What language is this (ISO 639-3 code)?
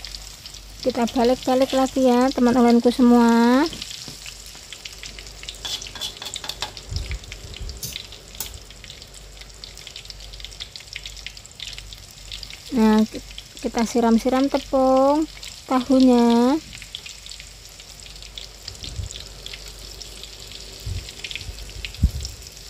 ind